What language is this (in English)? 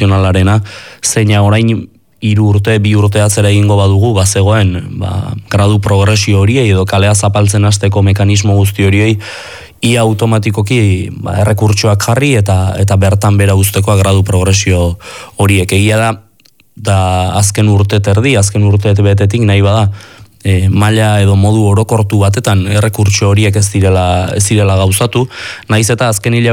Basque